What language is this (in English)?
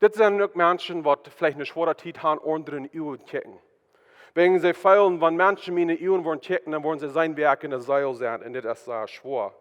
Plautdietsch